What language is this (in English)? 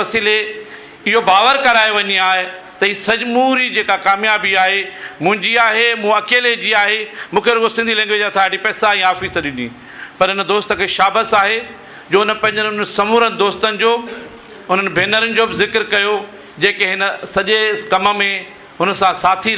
Sindhi